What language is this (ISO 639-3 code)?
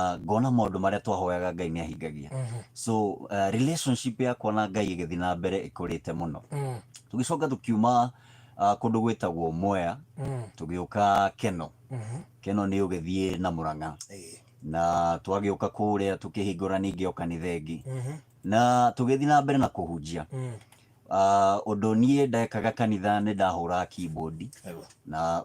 kik